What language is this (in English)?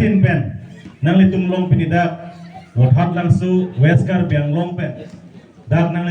Karbi